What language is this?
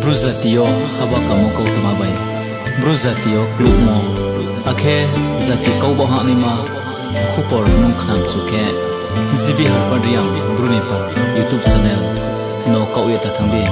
Riang (India)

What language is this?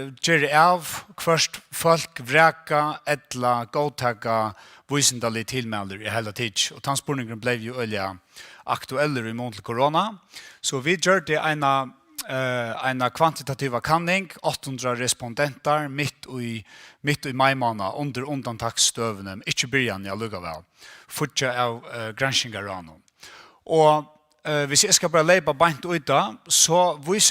Faroese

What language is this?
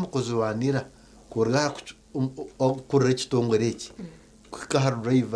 Nyankole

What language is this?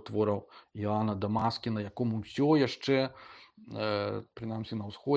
Belarusian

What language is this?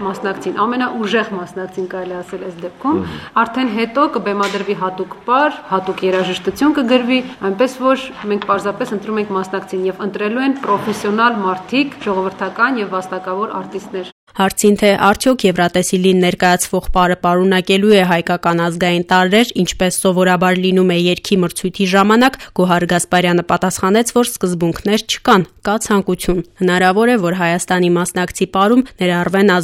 Armenian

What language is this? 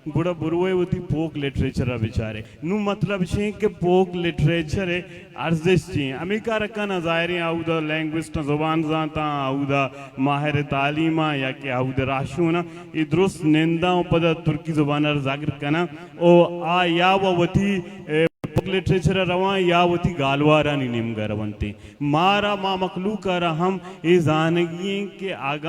Baluchi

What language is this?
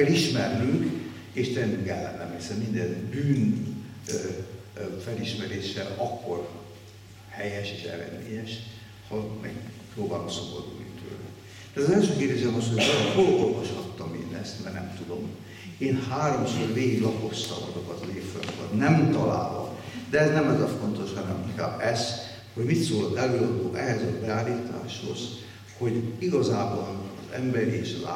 Hungarian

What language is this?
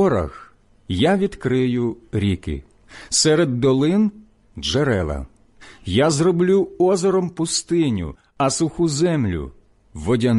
Ukrainian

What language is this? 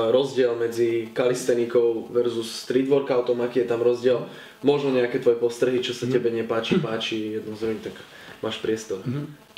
Slovak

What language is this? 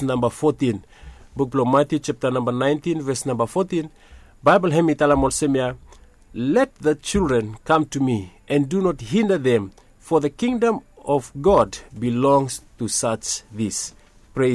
Bislama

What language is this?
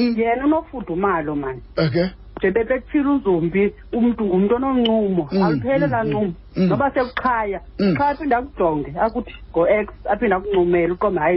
Xhosa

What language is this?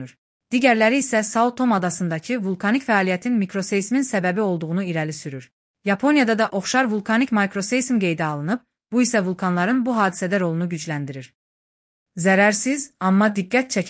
Azerbaijani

